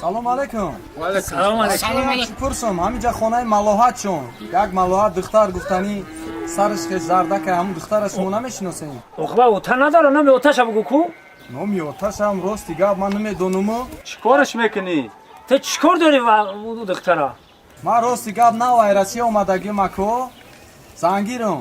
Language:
Tajik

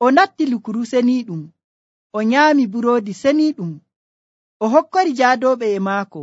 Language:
Nigerian Fulfulde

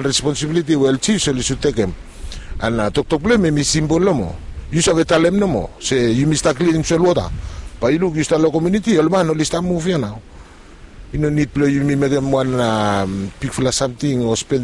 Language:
Bislama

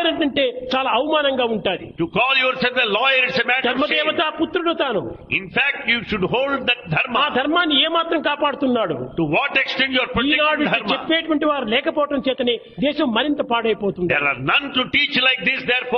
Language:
Telugu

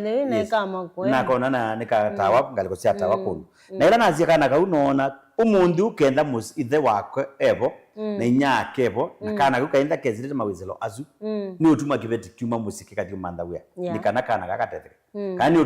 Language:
Kamba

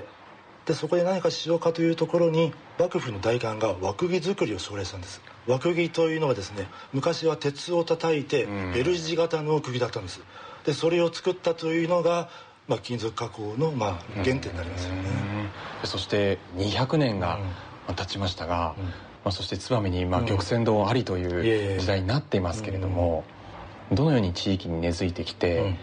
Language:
Japanese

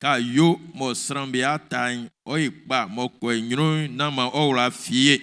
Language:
Baoulé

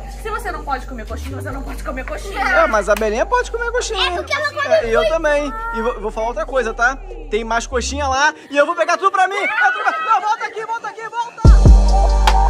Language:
Portuguese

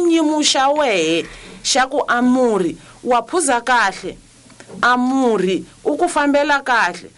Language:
Tsonga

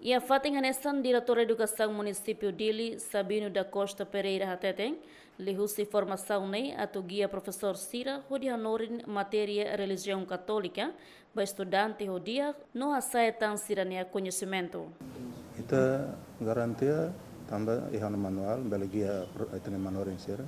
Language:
Tetum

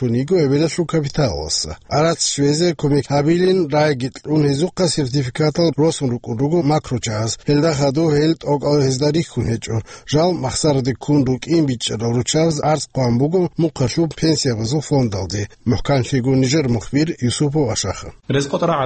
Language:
Avaric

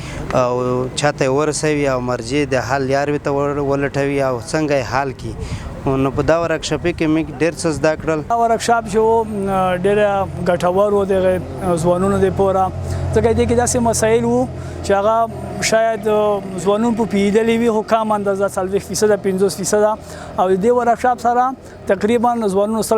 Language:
Pashto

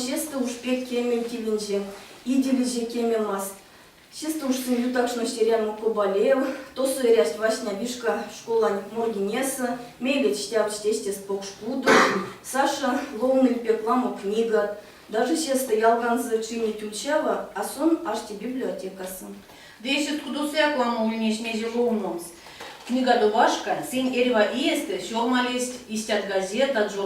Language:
Erzya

